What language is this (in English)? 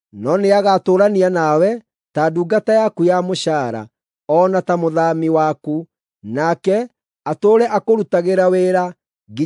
Kikuyu